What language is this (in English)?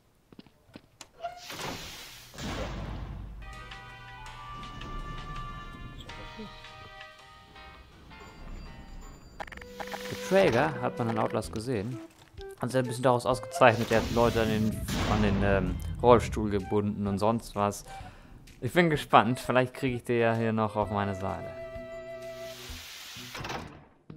German